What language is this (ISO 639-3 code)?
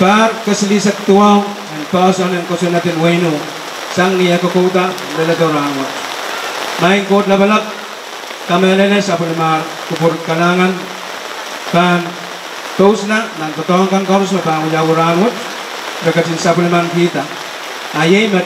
pon